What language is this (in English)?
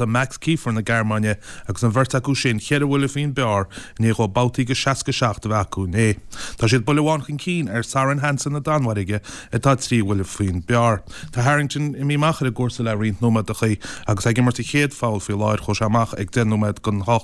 Irish